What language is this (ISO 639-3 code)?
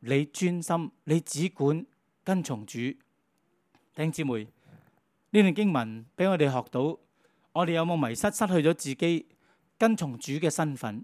yue